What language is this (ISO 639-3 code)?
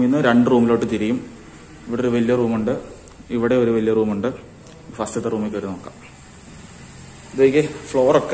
mal